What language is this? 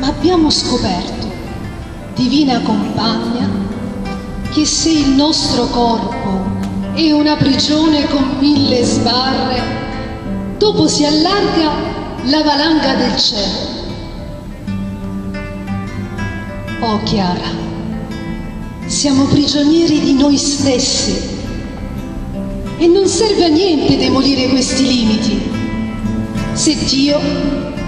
Italian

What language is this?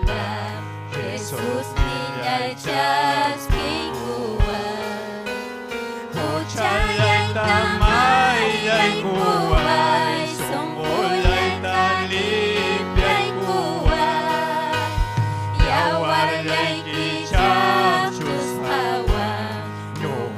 Ayacucho Quechua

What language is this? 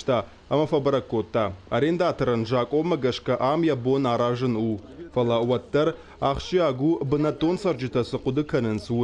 Ossetic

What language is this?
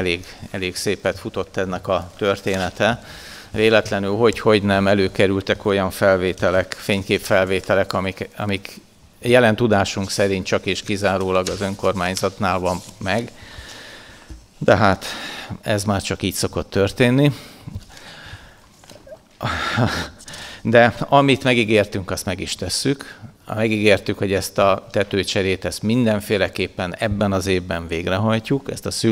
Hungarian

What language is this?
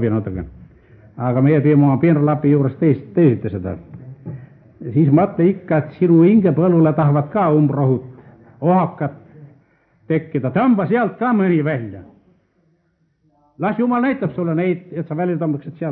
Estonian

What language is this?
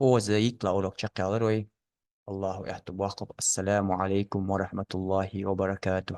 Ingush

